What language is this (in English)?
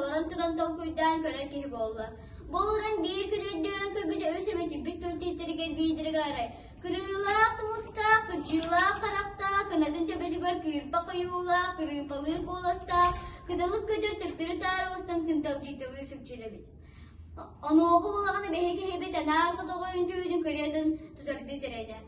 Yakut